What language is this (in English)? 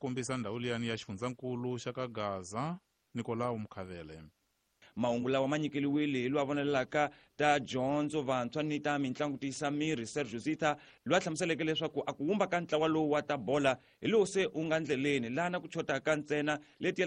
Tsonga